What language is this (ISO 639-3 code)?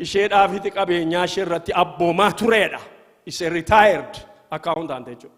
orm